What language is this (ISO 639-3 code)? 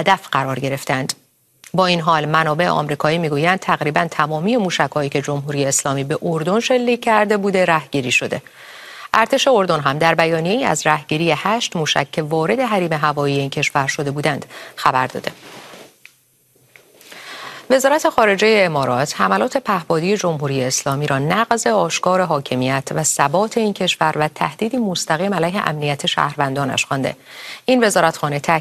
fas